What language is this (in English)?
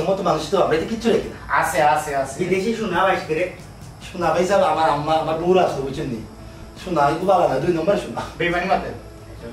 Sylheti